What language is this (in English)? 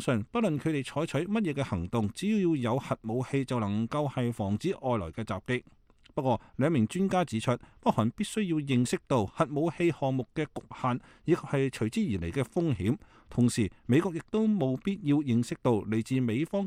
Cantonese